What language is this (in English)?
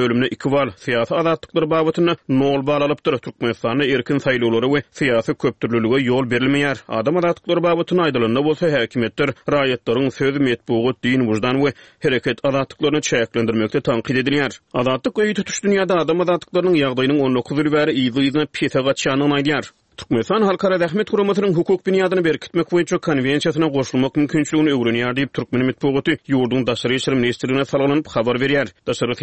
Turkmen